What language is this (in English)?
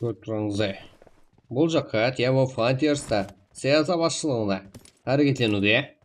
Kara-Kalpak